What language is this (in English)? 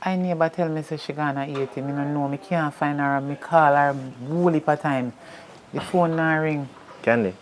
Jamaican Creole English